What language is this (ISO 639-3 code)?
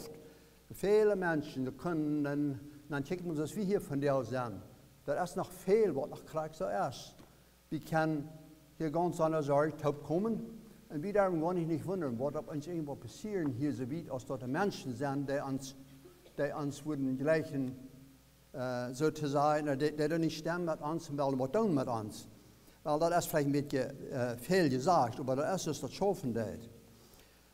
pdt